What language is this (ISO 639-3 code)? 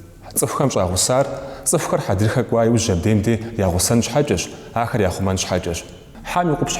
kbd